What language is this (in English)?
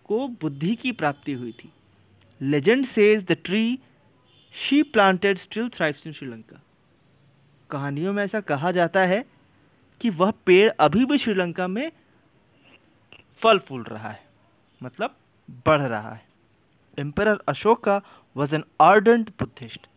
Hindi